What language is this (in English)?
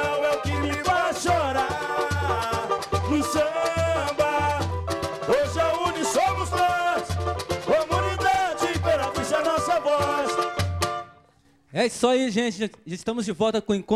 Portuguese